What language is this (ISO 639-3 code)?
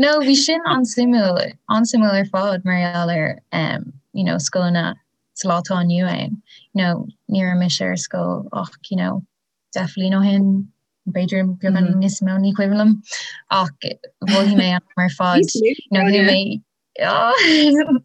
gle